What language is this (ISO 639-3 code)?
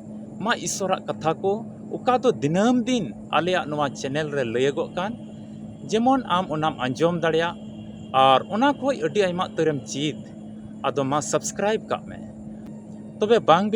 sat